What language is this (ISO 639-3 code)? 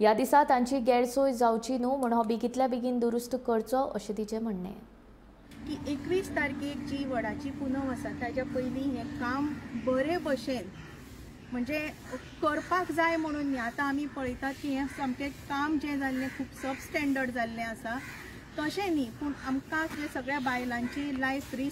kok